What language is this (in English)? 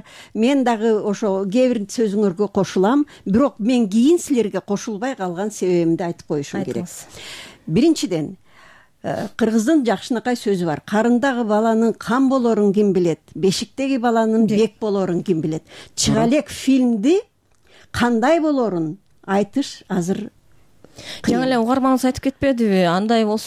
Kyrgyz